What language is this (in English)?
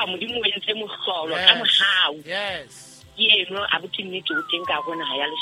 Southern Sotho